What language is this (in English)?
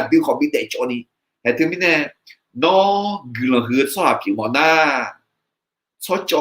Akha